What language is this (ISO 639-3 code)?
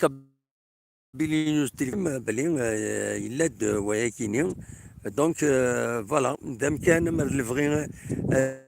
kab